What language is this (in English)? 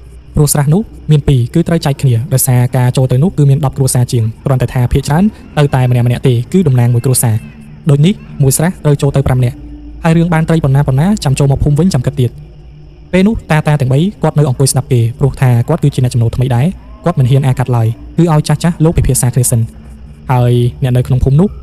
Khmer